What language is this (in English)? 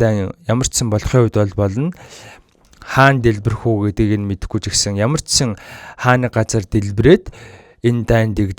Mongolian